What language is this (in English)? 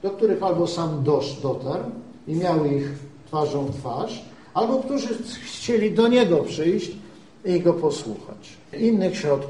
Polish